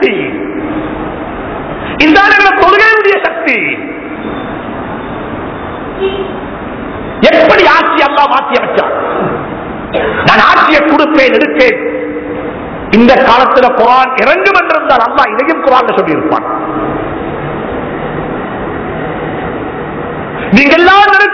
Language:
Tamil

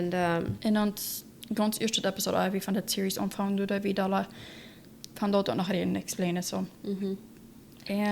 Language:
Plautdietsch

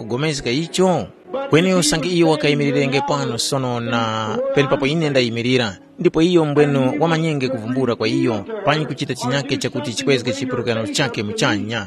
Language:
Tumbuka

